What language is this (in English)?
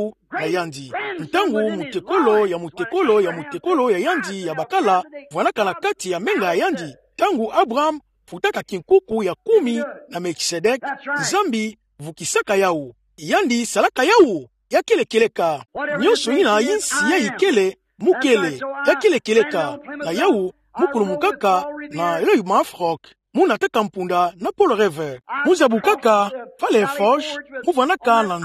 Kituba (Democratic Republic of Congo)